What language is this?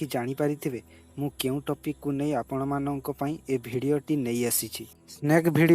Odia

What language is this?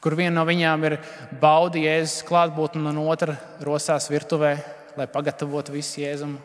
Latvian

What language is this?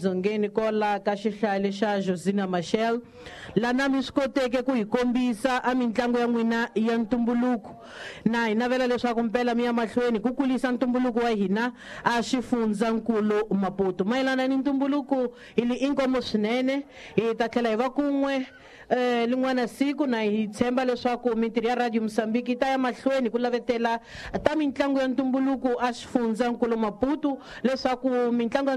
Tsonga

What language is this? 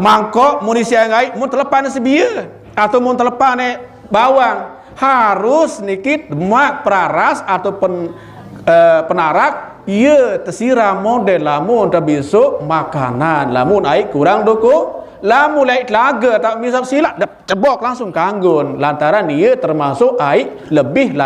Sasak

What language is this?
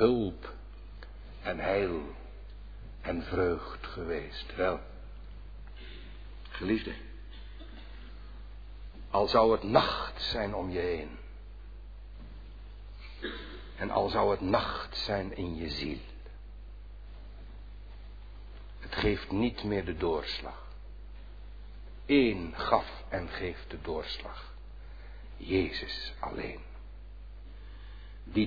Dutch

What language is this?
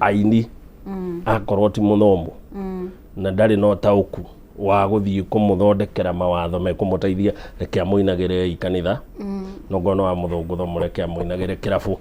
Kikuyu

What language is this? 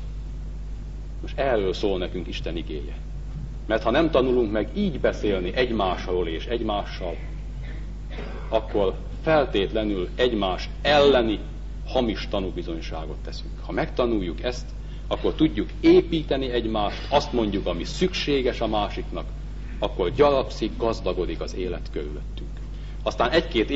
Hungarian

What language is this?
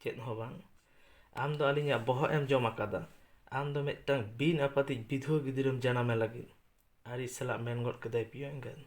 Santali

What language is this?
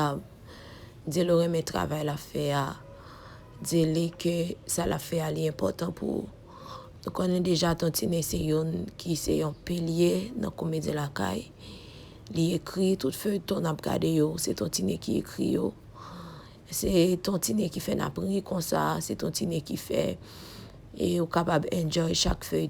Haitian Creole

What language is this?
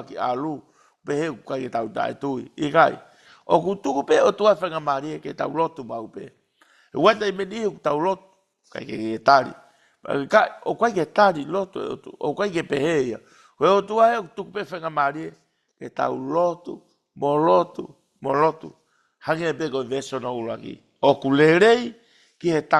Tongan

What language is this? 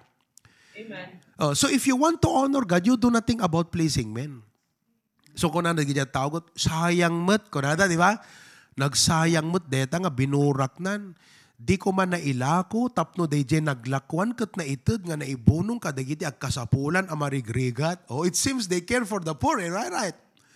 Iloko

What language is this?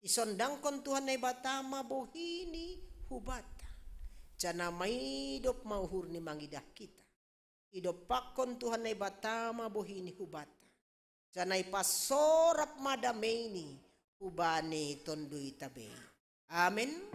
Batak Simalungun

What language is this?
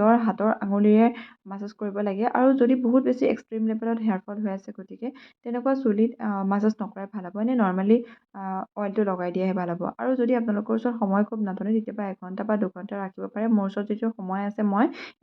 Assamese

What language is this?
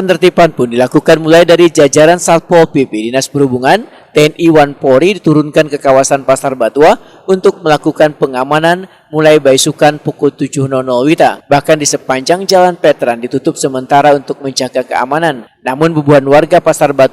Banjar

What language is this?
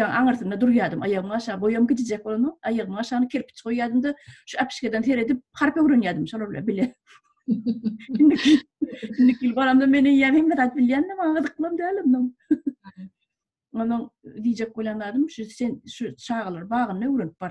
Turkmen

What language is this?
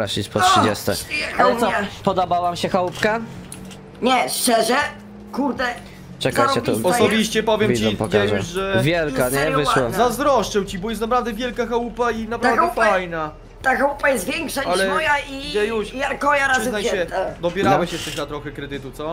Polish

